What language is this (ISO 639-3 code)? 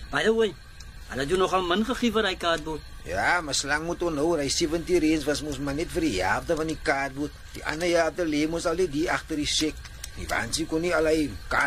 afr